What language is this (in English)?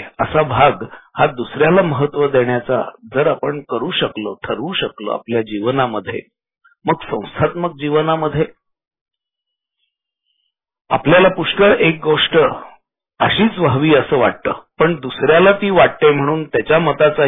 Marathi